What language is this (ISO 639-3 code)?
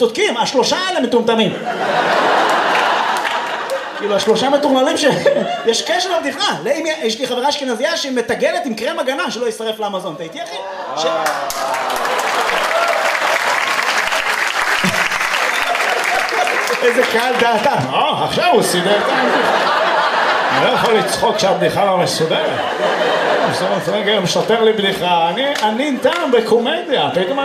heb